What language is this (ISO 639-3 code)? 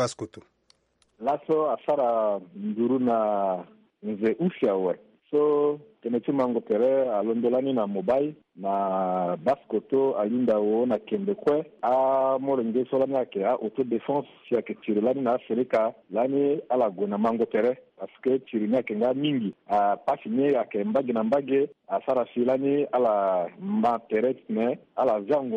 sag